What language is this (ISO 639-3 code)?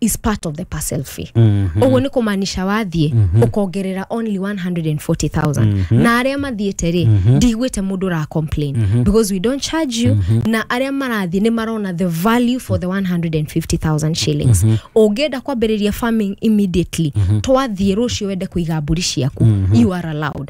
kik